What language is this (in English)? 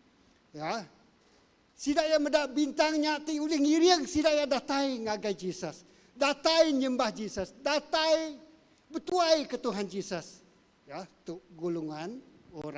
Iban